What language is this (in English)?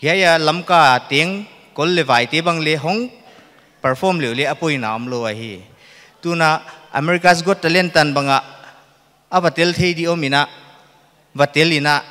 Paite Chin